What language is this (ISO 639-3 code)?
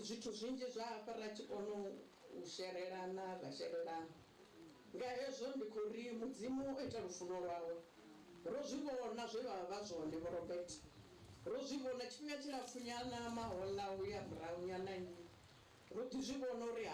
ven